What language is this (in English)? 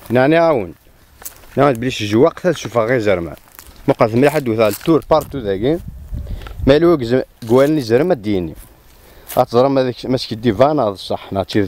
Kabyle